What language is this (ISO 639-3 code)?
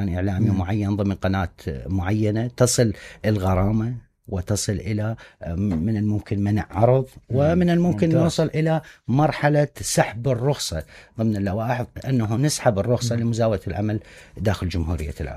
acm